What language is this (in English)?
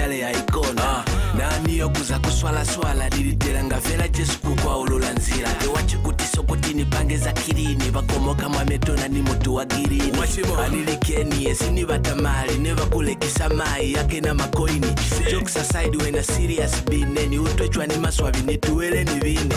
Lozi